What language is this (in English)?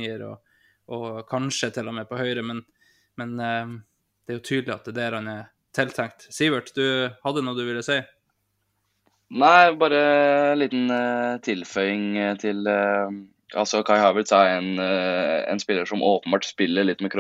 Norwegian